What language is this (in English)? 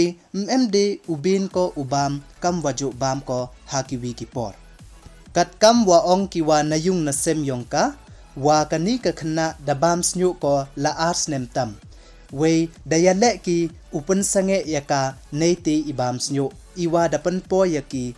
Pnar